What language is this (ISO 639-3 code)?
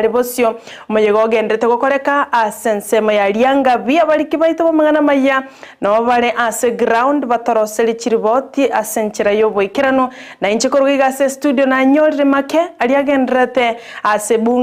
guz